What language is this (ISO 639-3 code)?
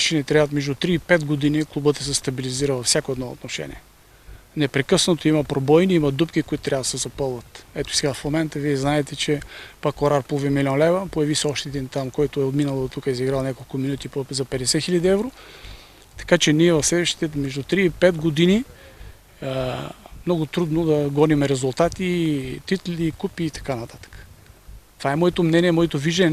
bul